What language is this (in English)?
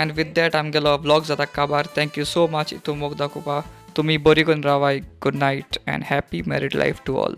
Konkani